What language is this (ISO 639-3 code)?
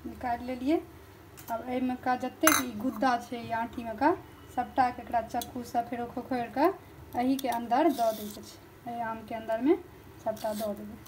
mai